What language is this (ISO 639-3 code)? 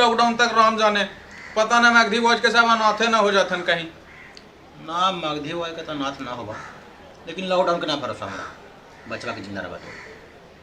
mag